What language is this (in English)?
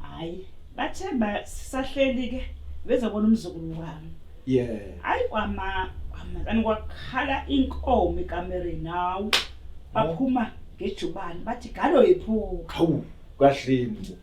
Zulu